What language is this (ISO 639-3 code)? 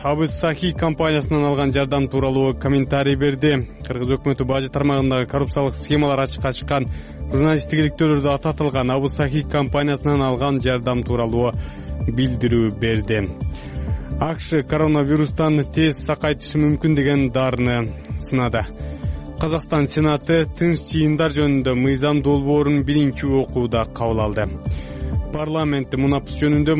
kir